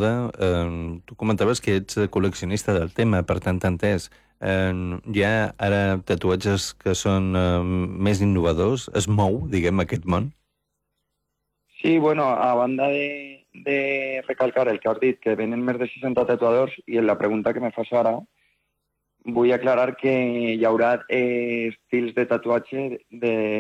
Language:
Catalan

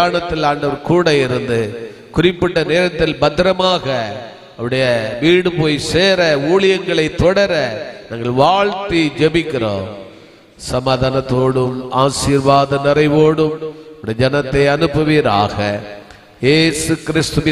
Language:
Tamil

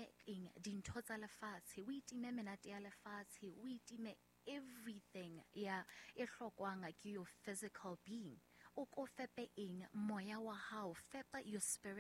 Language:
Southern Sotho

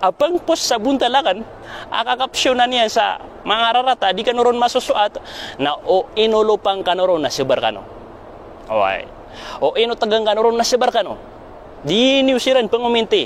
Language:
Maranao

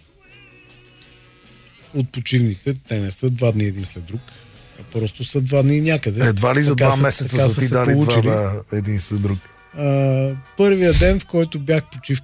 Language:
Bulgarian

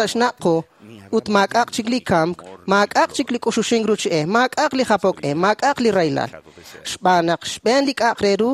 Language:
Kekchí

